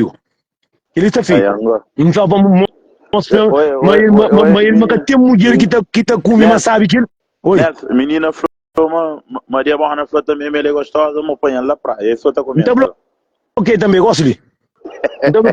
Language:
Kabuverdianu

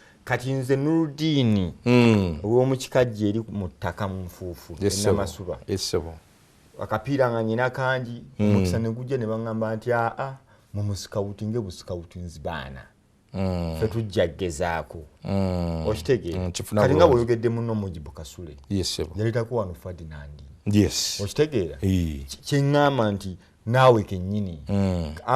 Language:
Ganda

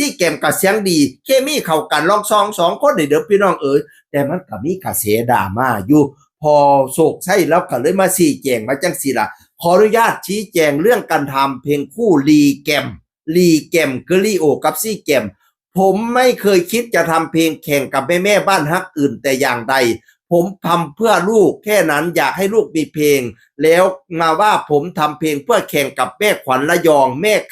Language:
Northeastern Thai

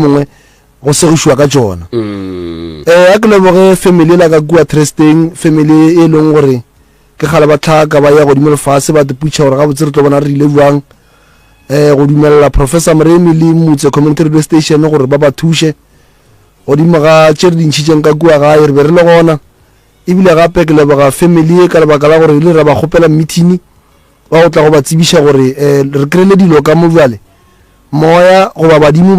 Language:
Northern Sotho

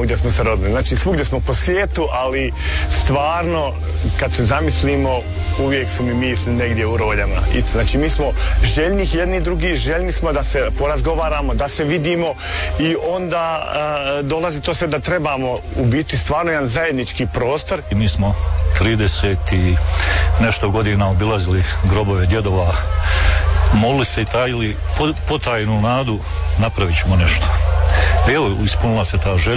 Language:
Croatian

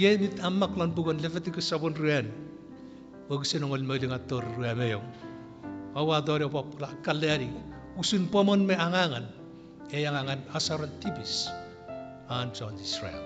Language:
Chuukese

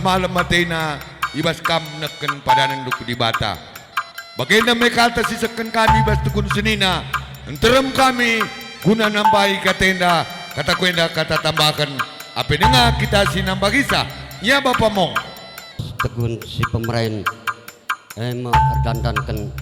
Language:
Batak Karo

